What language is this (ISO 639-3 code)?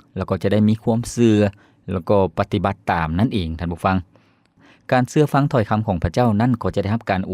lao